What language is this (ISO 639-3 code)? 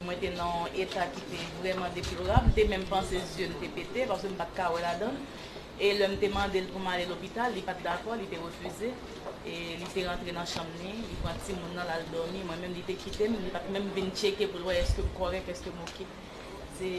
hat